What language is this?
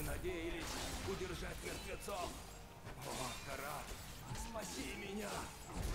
Russian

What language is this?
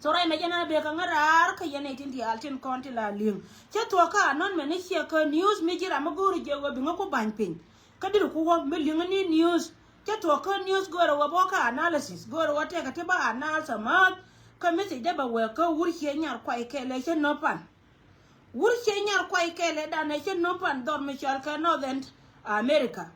Nuer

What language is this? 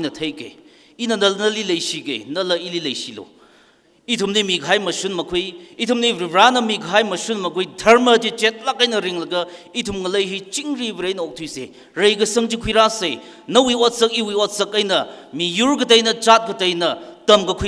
Tangkhul Naga (India)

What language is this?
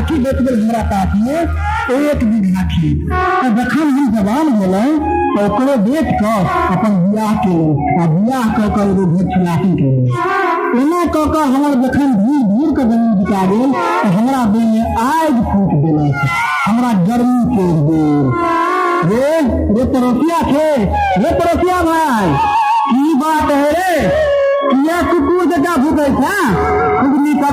Maithili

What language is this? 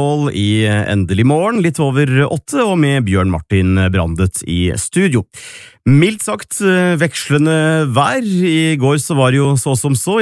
Norwegian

